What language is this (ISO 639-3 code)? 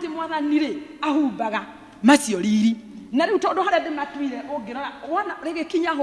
kik